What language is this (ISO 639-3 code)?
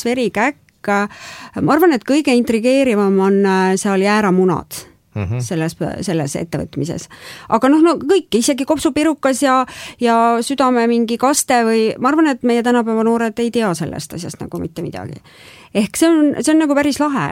est